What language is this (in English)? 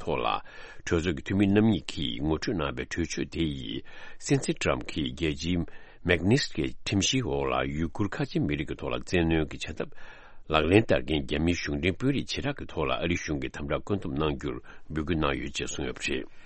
Tibetan